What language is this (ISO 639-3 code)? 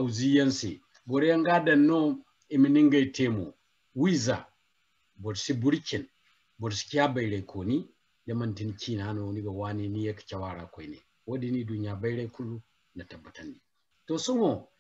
dje